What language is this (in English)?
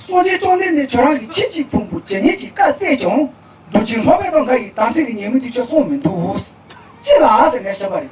Tibetan